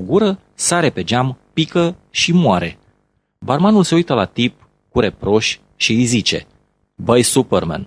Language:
Romanian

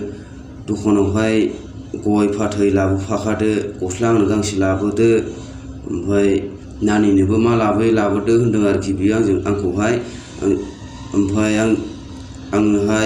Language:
Bodo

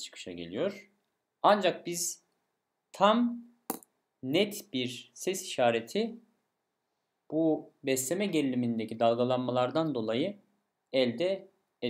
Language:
Turkish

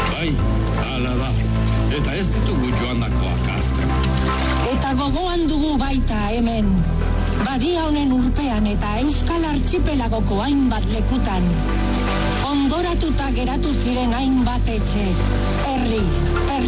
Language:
Basque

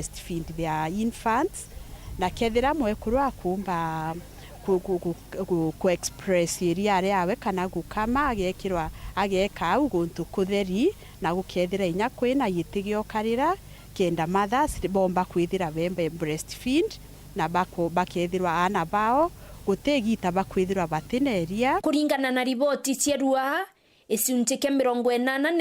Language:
Meru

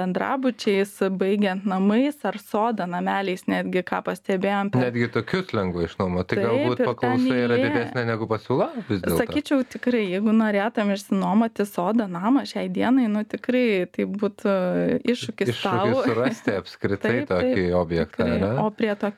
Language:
Lithuanian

